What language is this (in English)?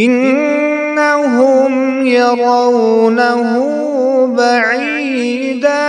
Kashmiri